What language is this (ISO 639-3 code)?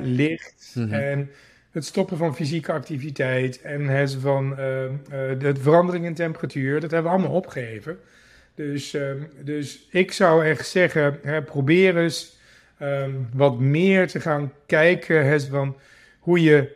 nld